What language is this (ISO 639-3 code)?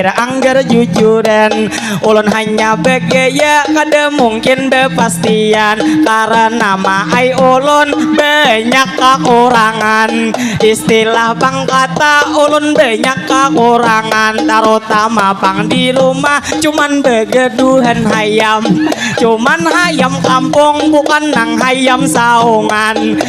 bjn